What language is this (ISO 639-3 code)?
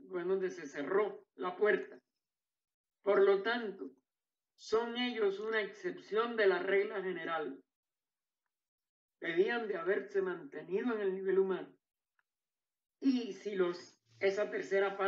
spa